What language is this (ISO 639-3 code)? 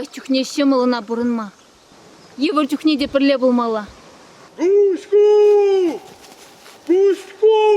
chv